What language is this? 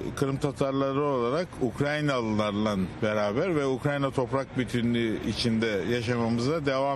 Crimean Tatar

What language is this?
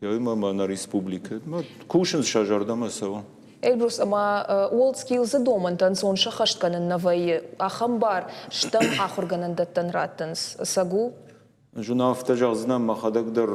Ossetic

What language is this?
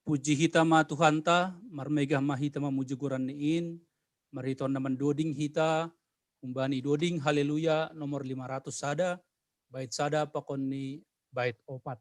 Batak Simalungun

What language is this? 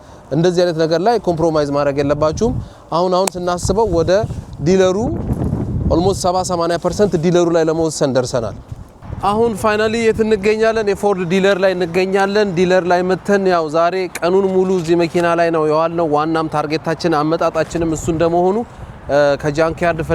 Amharic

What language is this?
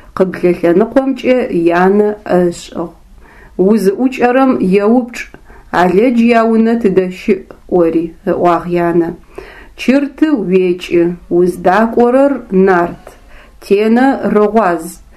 Adyghe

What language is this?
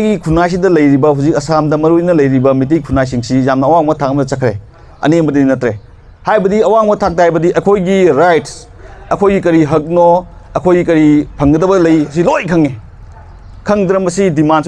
Manipuri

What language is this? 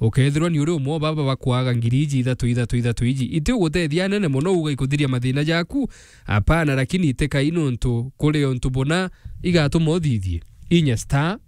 Meru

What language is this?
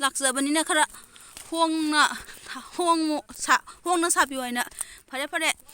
Manipuri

